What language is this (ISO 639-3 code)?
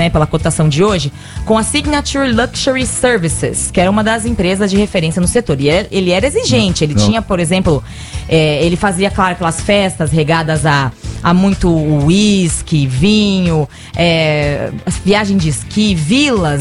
por